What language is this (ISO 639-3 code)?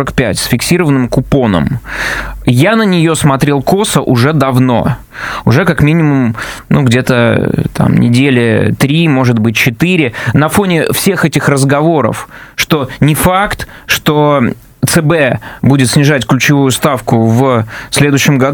rus